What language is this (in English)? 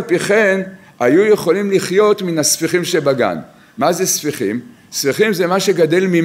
Hebrew